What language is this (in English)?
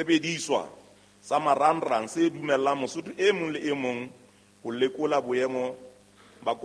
Southern Sotho